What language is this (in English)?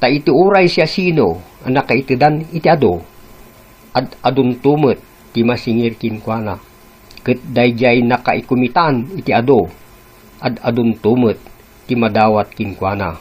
Iloko